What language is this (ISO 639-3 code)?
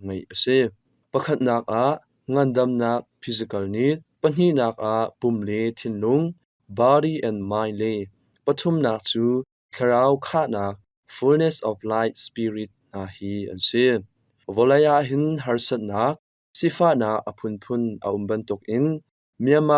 cnh